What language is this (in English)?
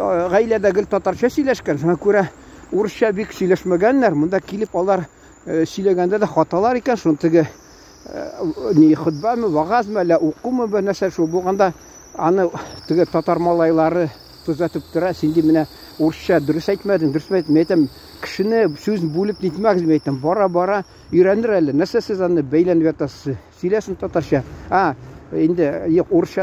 Tatar